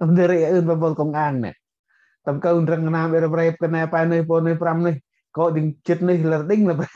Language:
Central Mnong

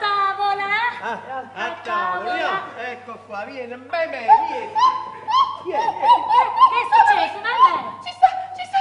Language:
Neapolitan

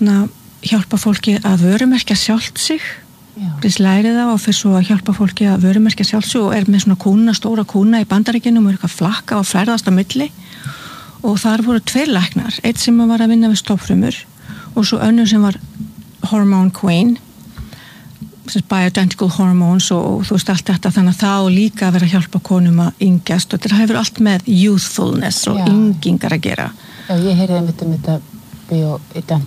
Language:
Icelandic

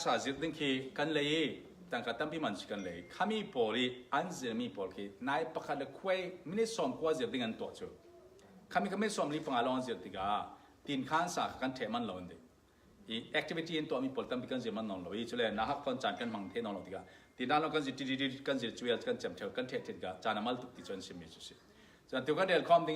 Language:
Falam Chin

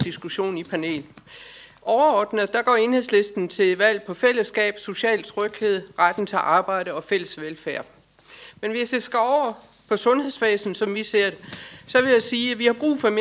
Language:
Danish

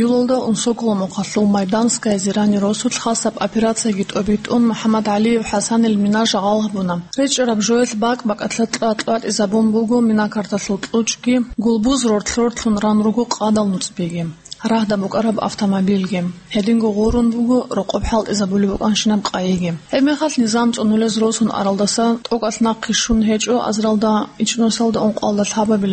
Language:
Avaric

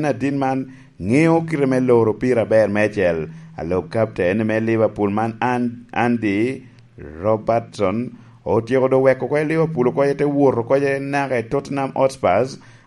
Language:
Lango (Uganda)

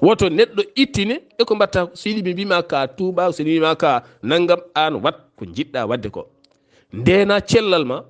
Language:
Fula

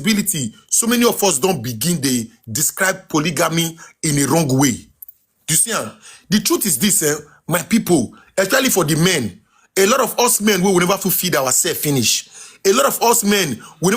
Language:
Nigerian Pidgin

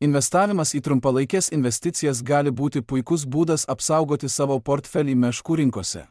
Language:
Lithuanian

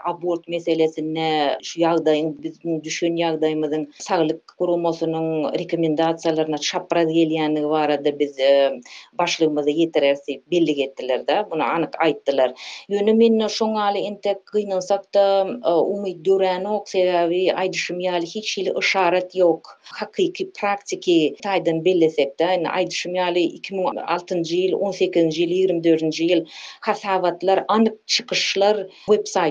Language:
Turkmen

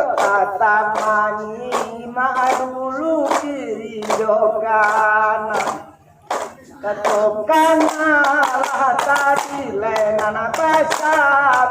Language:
Minangkabau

